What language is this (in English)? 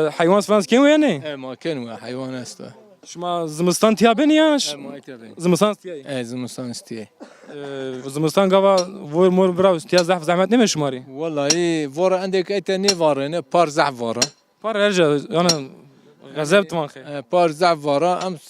Zaza